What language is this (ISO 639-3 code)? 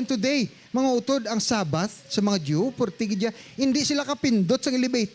hil